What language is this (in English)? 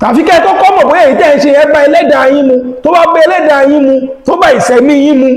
Yoruba